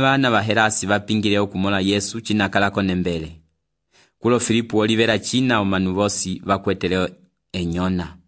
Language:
Umbundu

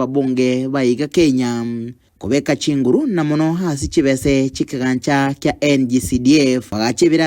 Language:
Gusii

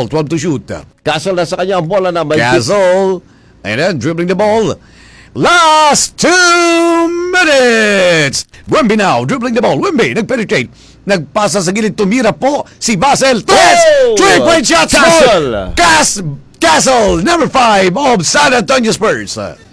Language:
Filipino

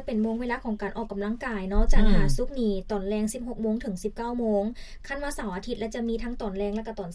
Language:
Lao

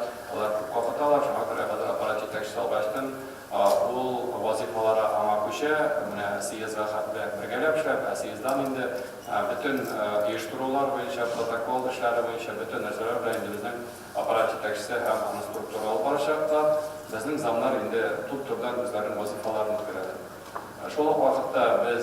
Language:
Tatar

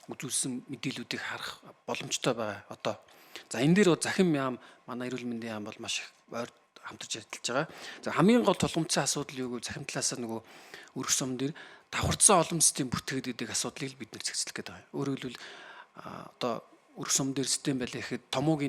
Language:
Mongolian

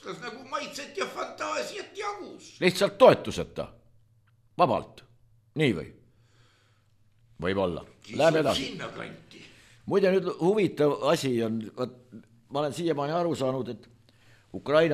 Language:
Estonian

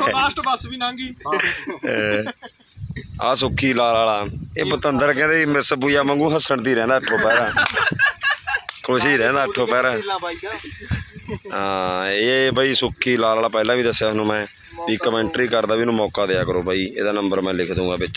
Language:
Punjabi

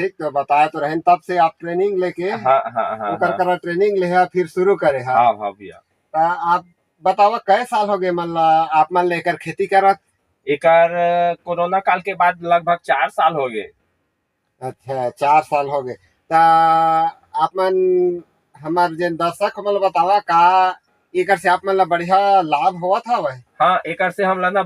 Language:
Chhattisgarhi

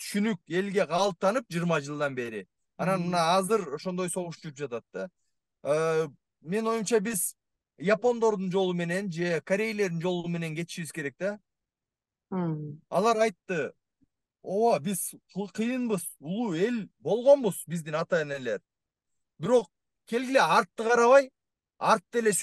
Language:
Kyrgyz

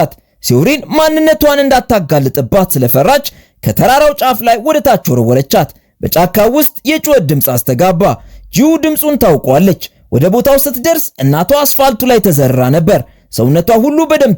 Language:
Amharic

